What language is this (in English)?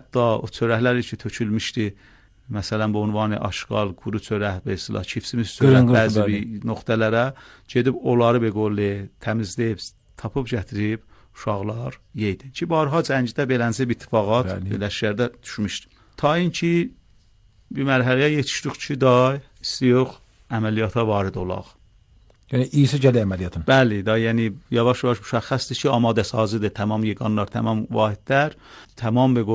Azerbaijani